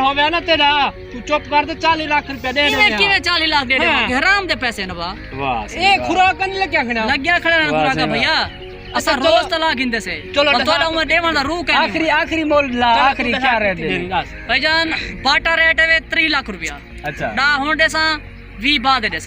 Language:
Saraiki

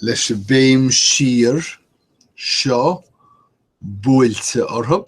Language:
Irish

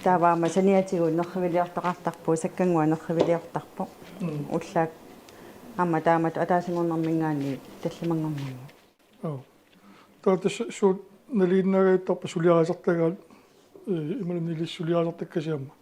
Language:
Kalaallisut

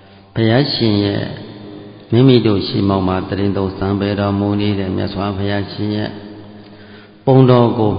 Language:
Burmese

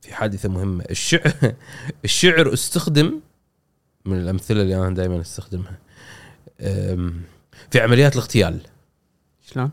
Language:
Gulf Arabic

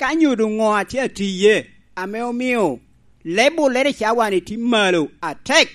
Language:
Lango (Uganda)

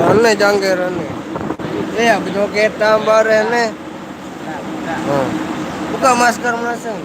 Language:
Sasak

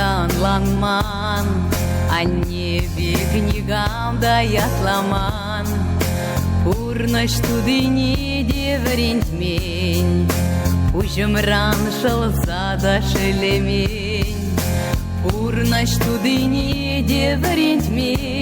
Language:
Chuvash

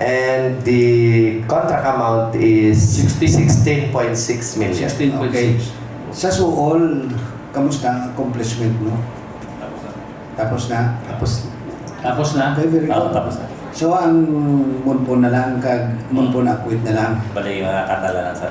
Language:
Hiligaynon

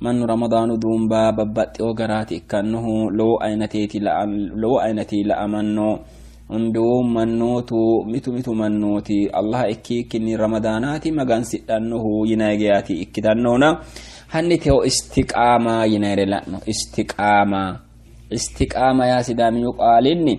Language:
Sidamo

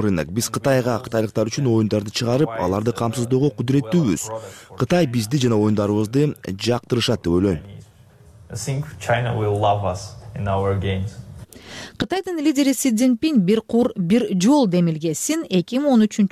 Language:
Kyrgyz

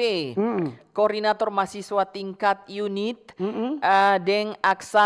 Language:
Manado Malay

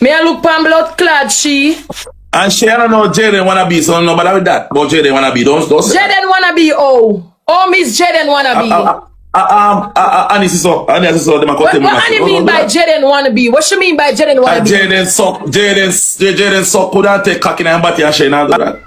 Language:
Jamaican Creole English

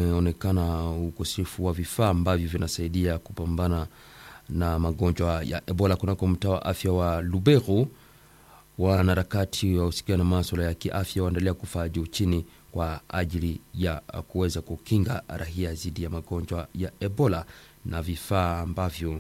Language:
Swahili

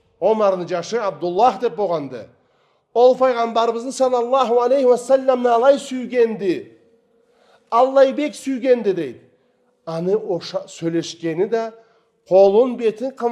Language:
Karachay-Balkar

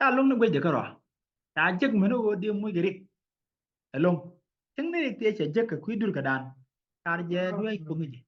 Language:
Nuer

